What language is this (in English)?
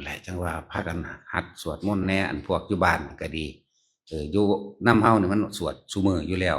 Lao